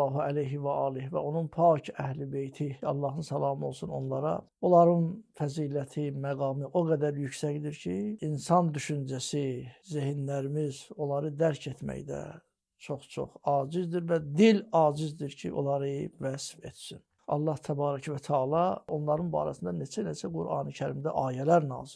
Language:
Azerbaijani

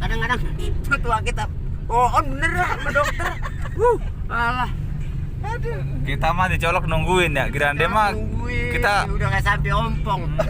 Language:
Betawi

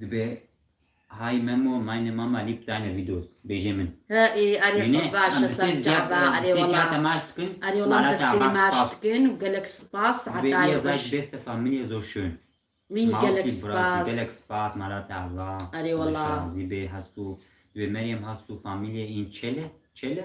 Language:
Kurdish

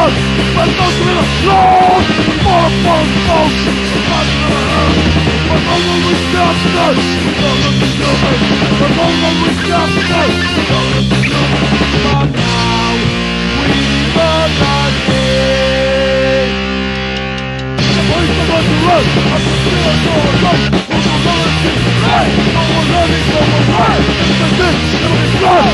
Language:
English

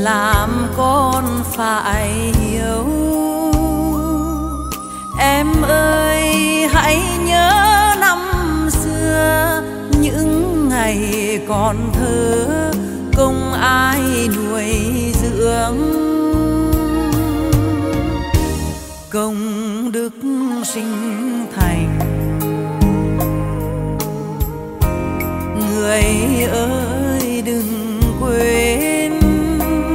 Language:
Vietnamese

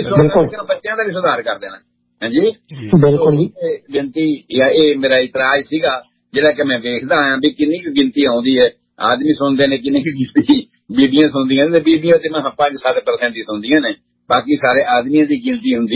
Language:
Punjabi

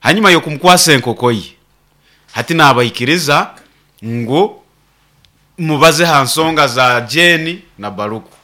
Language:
Nyoro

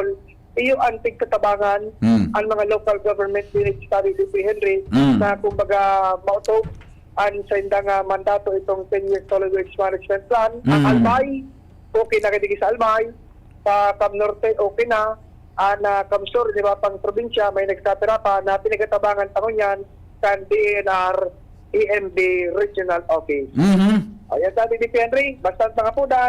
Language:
Bikol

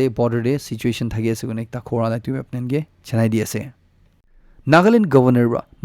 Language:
Naga Pidgin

